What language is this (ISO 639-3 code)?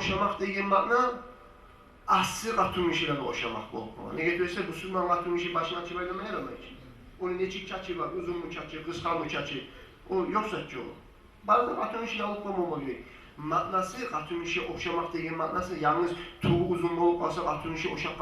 kum